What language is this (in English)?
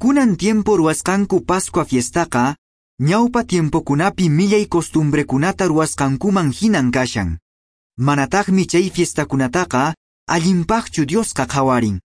Quechua